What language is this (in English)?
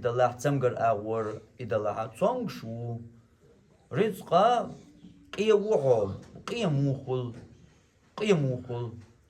Chechen